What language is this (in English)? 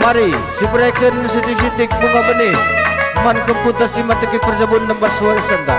Batak Karo